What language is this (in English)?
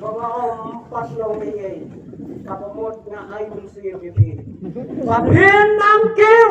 Khasi